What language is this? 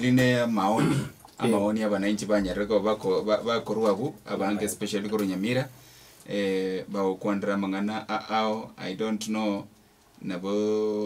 Gusii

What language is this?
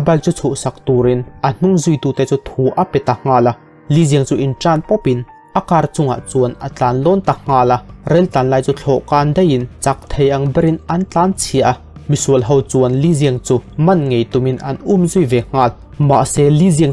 Mizo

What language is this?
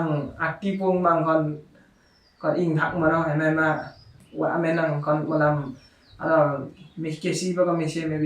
Limbu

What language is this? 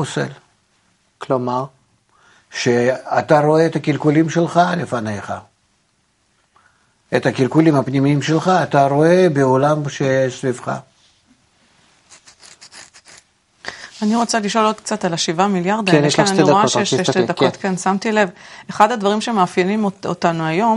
Hebrew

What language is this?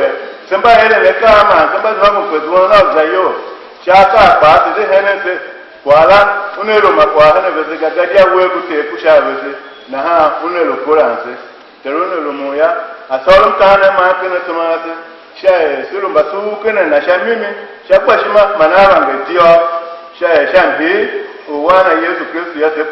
Tiv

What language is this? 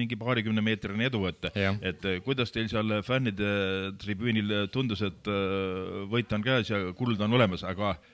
Estonian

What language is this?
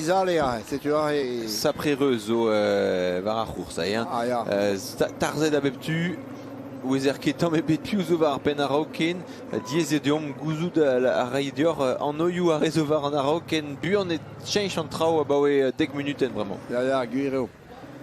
Breton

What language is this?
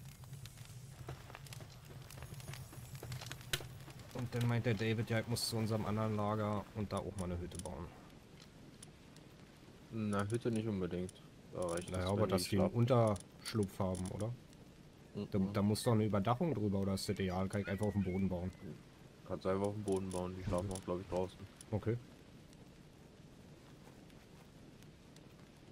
German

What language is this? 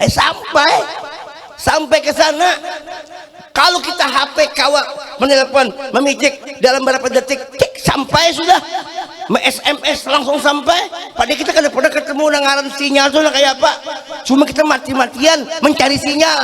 Banjar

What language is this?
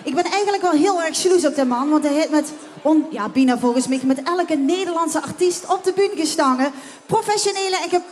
Limburgish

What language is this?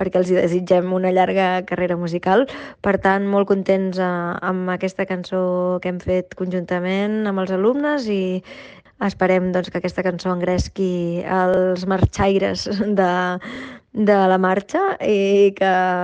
Catalan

